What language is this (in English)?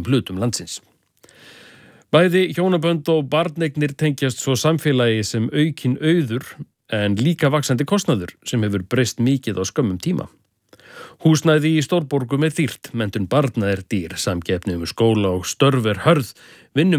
Icelandic